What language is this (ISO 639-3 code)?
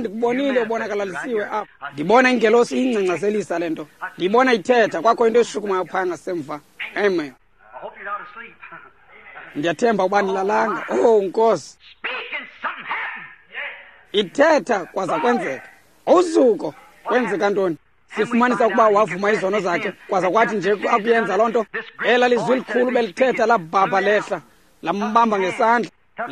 xho